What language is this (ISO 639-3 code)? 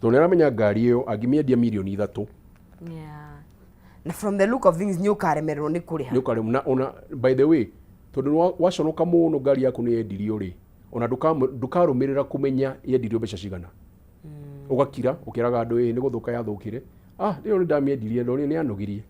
kik